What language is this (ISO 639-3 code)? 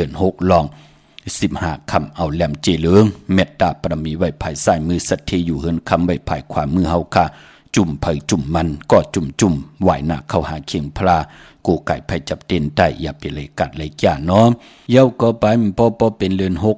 shn